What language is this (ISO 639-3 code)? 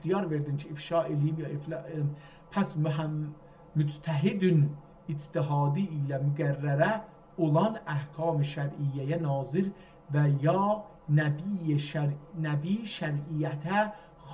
azb